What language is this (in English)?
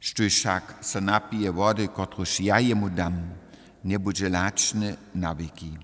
Upper Sorbian